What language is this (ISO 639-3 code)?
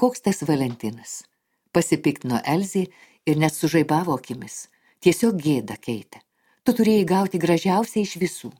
lit